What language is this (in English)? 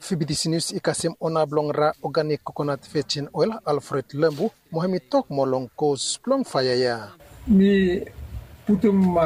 Bislama